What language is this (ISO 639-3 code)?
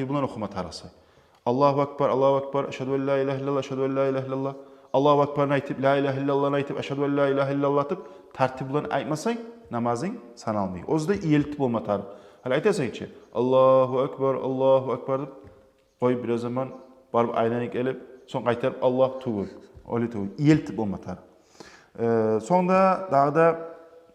kum